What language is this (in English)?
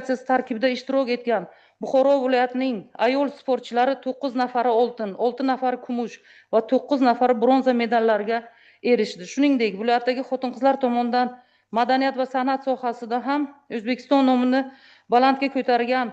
Uzbek